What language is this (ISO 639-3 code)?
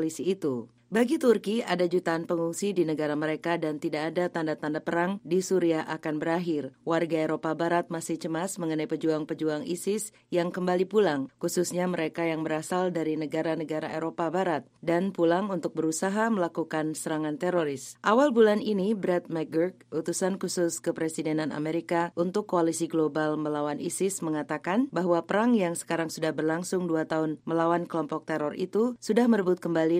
ind